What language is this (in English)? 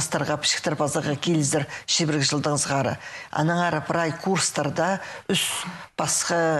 Khakas